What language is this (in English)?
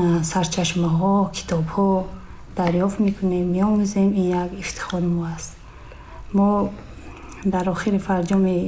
Tajik